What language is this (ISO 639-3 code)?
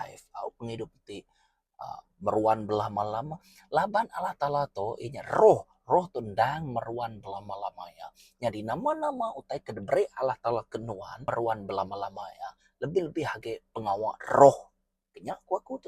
iba